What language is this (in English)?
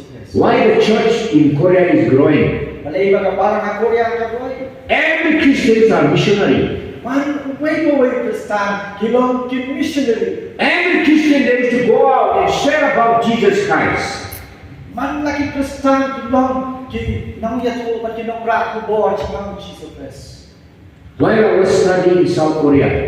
Khasi